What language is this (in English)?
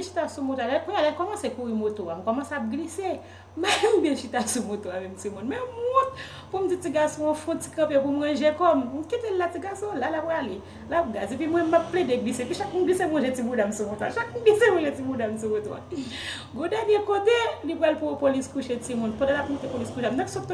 Haitian Creole